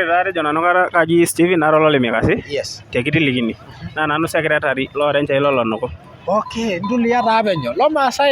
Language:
Masai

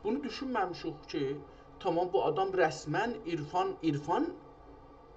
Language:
South Azerbaijani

